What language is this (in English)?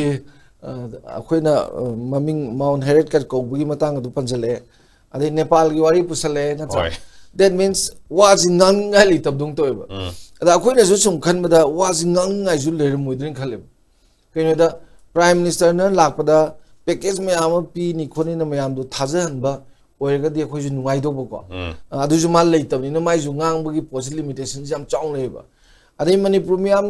Manipuri